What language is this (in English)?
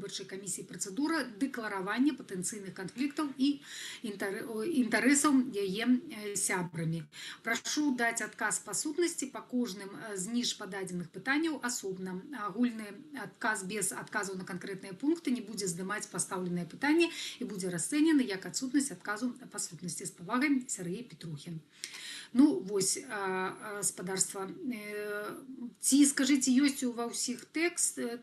Belarusian